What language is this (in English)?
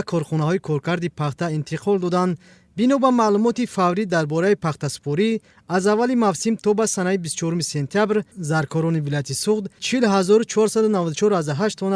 Tajik